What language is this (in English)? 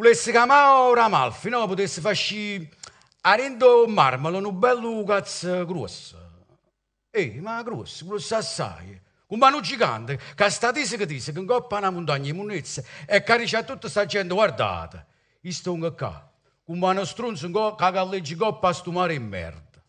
Neapolitan